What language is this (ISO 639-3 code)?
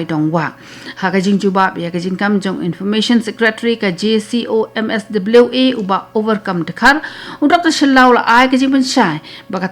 kha